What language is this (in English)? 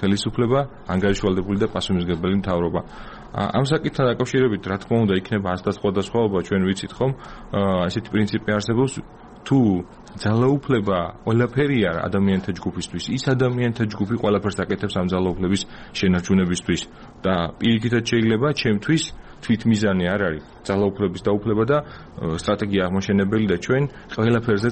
Georgian